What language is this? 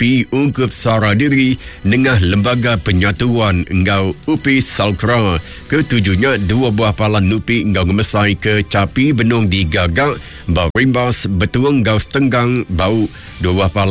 Iban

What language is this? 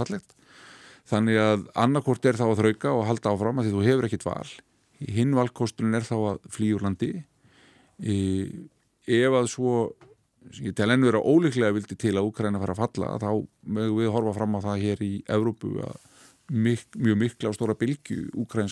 Icelandic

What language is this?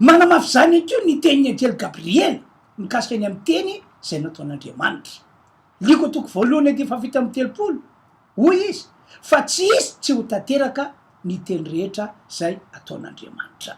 Malagasy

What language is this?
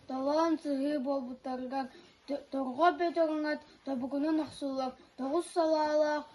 Yakut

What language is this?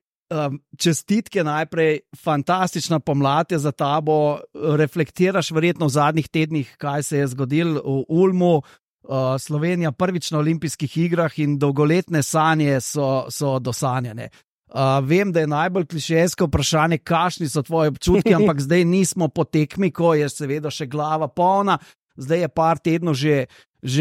Slovenian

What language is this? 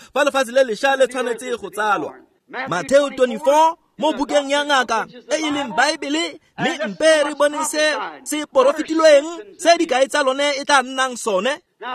Tswana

